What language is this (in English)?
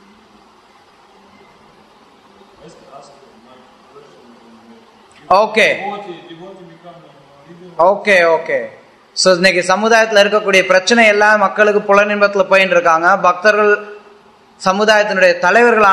Tamil